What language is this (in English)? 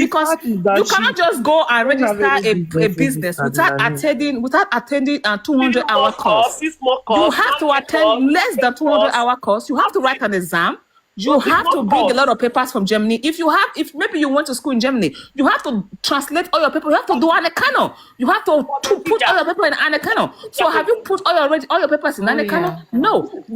Nigerian Pidgin